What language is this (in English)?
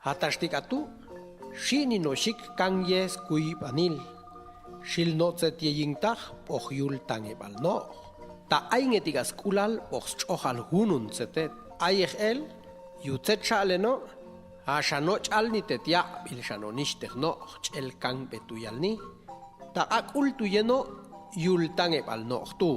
Popti'